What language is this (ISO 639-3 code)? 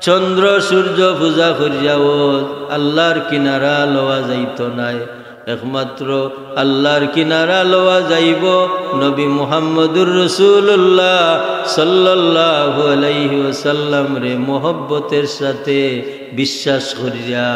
syl